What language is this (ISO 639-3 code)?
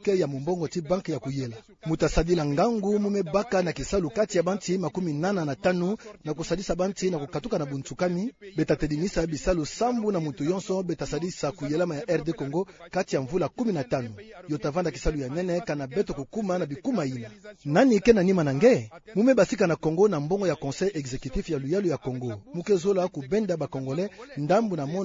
ktu